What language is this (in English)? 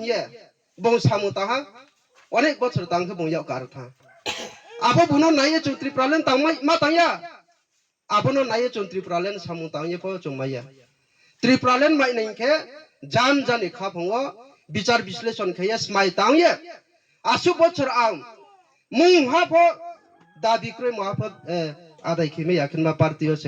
Riang (India)